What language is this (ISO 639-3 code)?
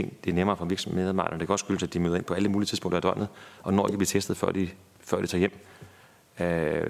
dan